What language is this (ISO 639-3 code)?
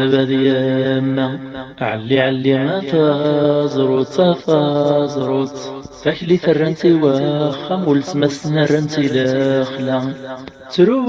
kab